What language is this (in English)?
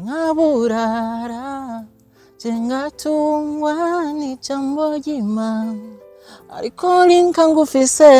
Rundi